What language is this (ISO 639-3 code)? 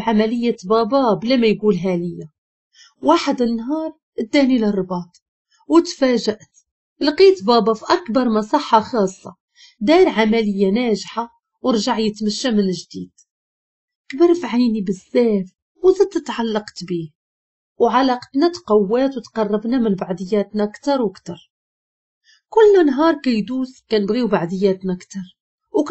ary